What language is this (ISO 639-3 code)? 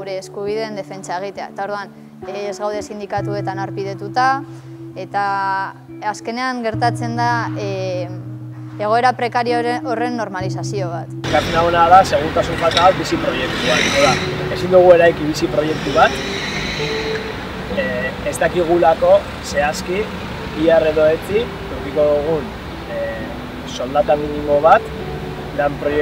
eus